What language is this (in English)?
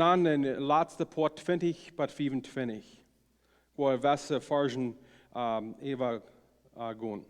Plautdietsch